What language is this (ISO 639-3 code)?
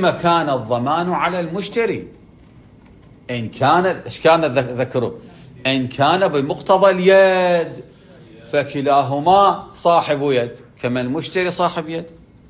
ara